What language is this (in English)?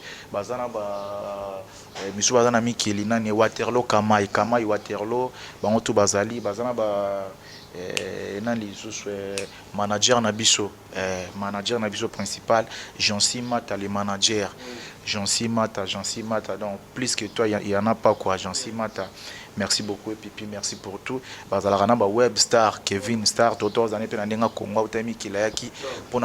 Lingala